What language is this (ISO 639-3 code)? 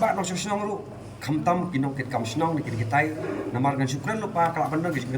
kha